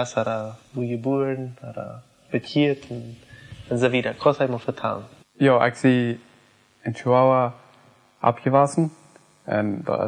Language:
Plautdietsch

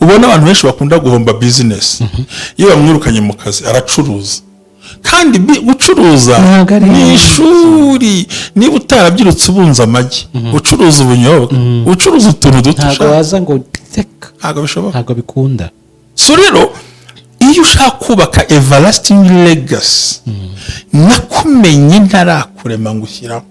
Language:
Kinyarwanda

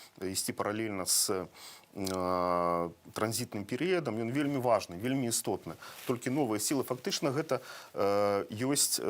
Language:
Belarusian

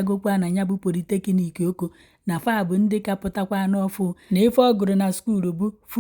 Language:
Igbo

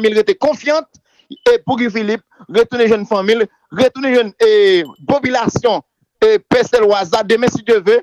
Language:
Haitian Creole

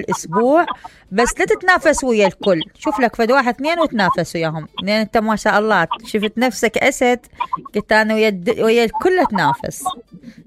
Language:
Mesopotamian Arabic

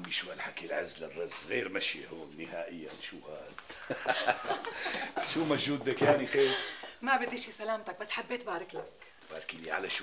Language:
North Levantine Arabic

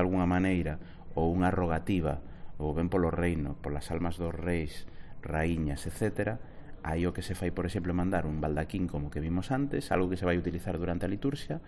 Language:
Galician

